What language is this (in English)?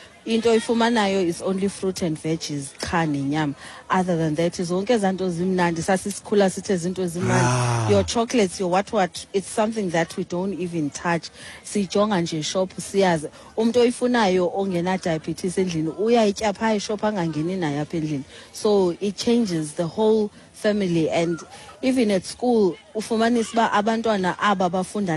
Xhosa